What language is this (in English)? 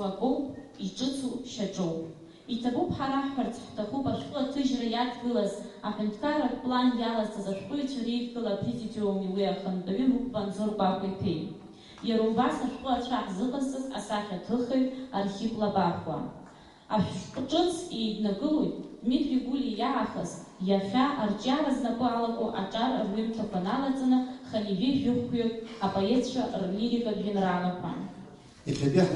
Abkhazian